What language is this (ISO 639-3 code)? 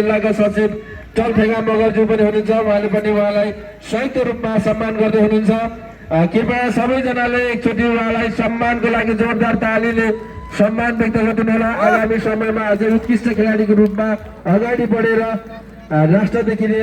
nep